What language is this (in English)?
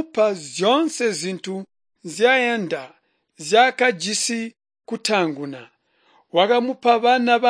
Tonga (Zambia)